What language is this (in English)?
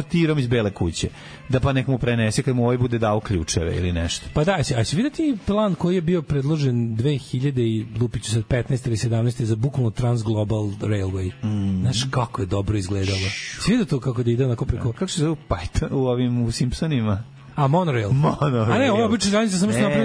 Serbian